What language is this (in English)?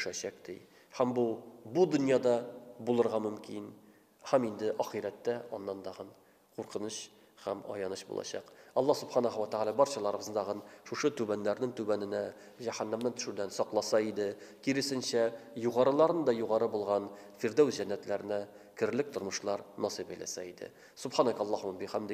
Tatar